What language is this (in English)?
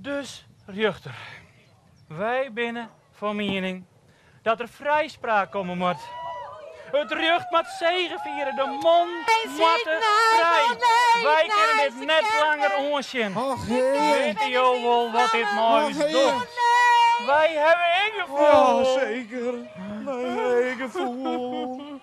Western Frisian